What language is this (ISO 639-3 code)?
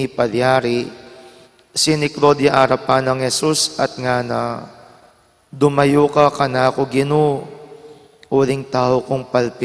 pam